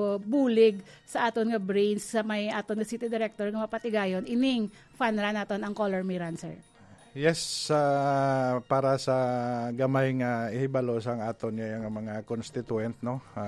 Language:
Hiligaynon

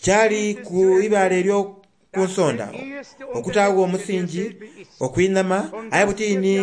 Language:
Soga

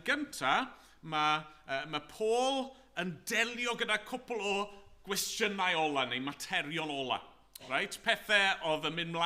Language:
Welsh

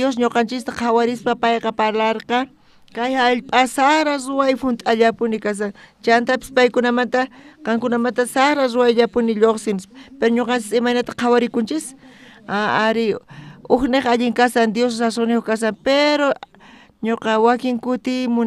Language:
South Bolivian Quechua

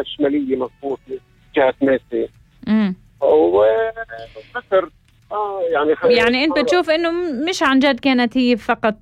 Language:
North Levantine Arabic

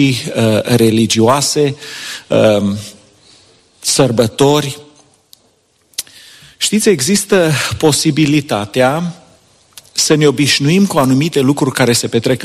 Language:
Romanian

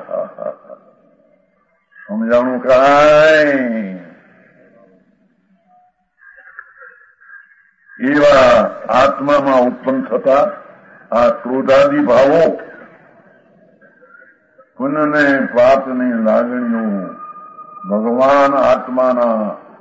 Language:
Gujarati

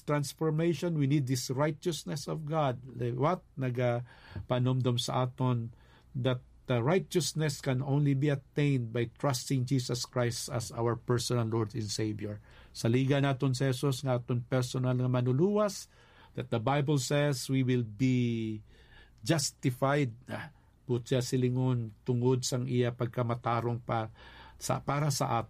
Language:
Hiligaynon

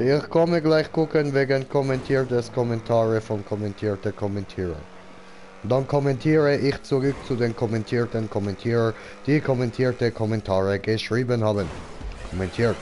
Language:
Swiss German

